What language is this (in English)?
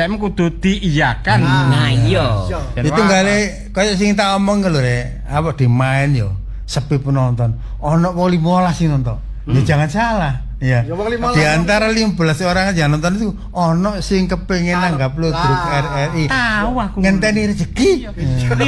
Javanese